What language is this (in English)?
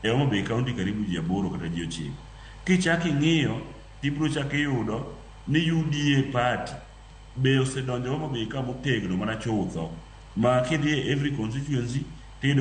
Luo (Kenya and Tanzania)